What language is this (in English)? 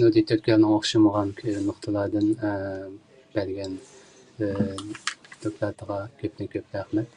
Uyghur